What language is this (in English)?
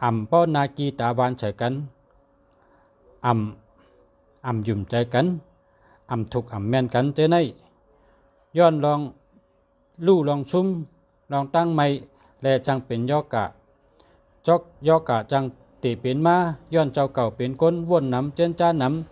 Shan